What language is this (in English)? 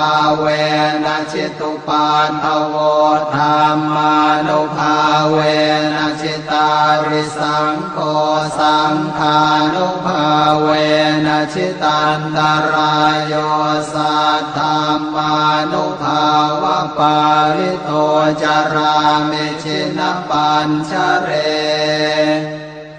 Pali